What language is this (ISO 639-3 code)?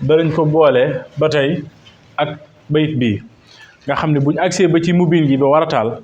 wol